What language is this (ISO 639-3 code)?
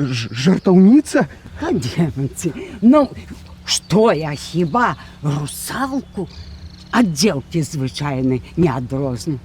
bel